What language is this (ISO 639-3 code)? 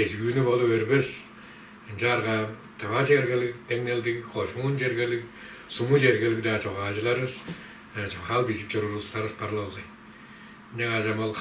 tyv